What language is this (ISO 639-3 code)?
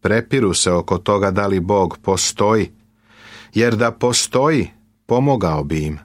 srp